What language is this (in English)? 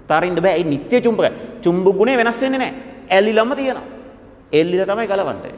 Sinhala